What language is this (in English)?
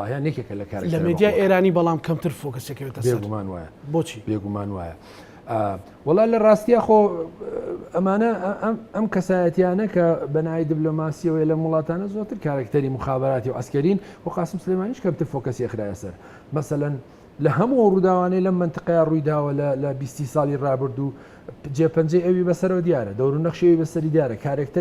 Central Kurdish